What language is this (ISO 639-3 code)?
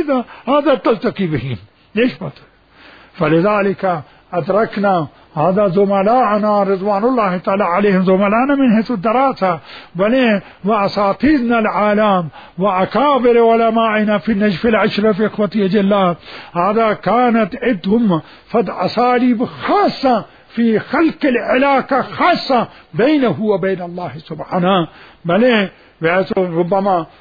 acm